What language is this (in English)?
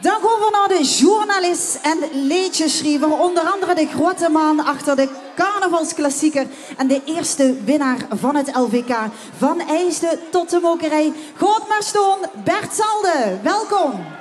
Limburgish